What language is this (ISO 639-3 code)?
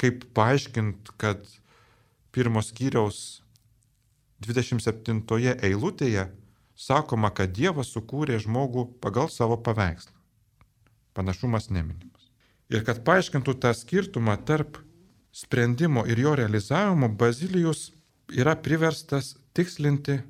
lit